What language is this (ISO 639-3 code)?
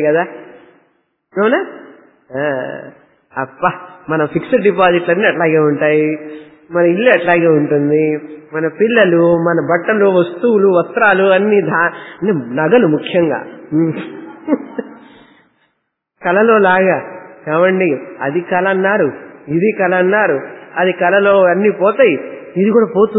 tel